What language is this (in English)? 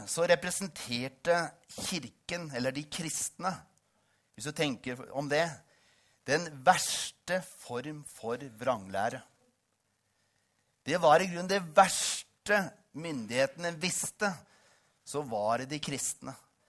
Norwegian